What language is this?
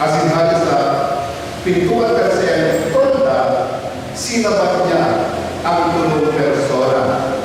Bikol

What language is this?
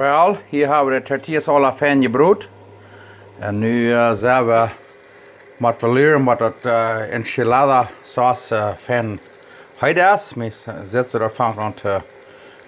Plautdietsch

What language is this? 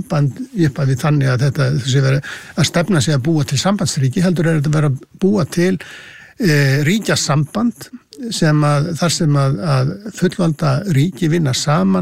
Icelandic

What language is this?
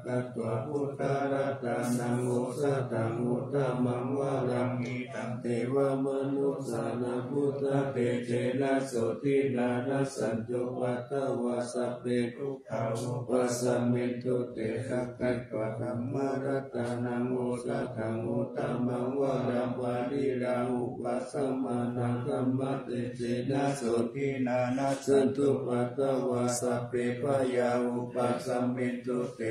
Pali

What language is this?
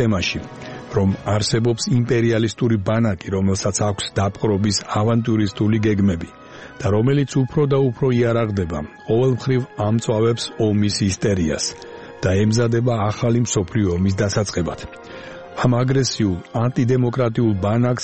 Georgian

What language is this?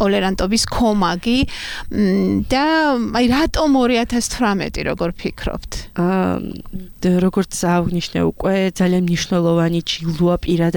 Georgian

